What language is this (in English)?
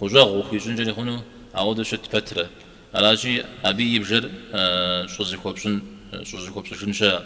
Kabardian